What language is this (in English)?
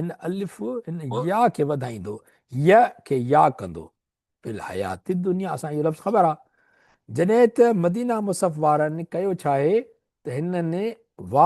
Sindhi